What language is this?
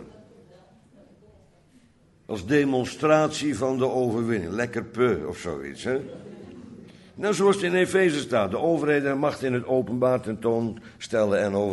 Dutch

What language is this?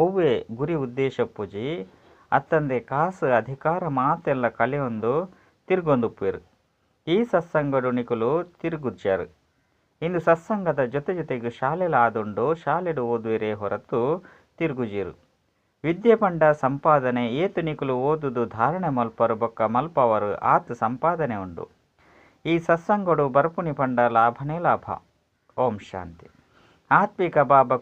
Tulu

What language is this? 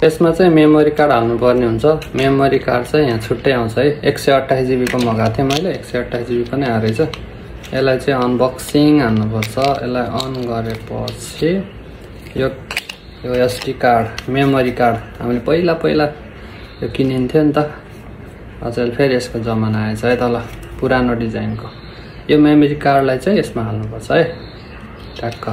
Nepali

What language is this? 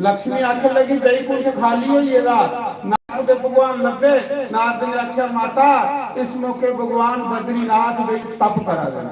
Dogri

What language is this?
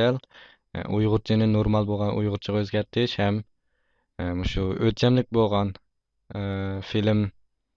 Uyghur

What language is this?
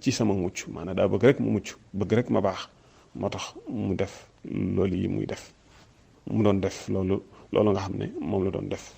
Wolof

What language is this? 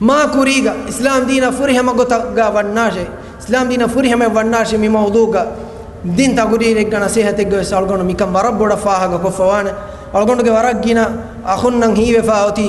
Divehi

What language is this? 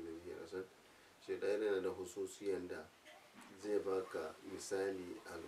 Hausa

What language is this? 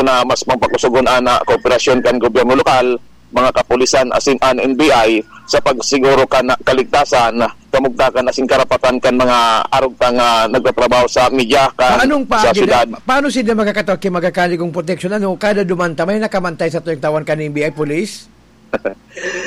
Bikol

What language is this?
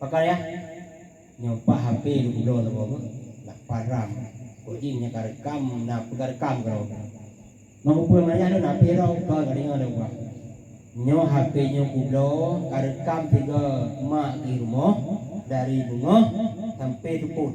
Achinese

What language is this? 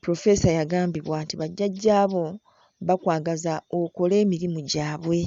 Ganda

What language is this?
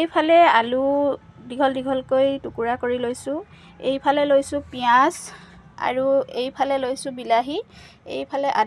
Assamese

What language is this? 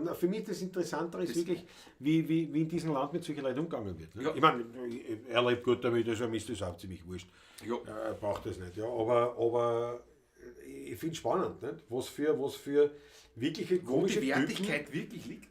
Bavarian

